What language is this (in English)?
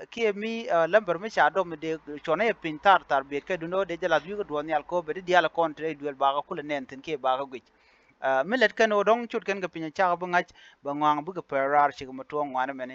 Nuer